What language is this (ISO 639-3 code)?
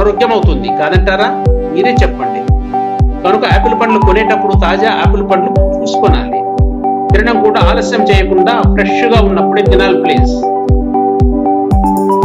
tel